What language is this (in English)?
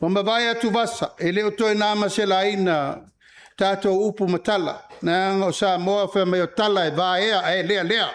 Samoan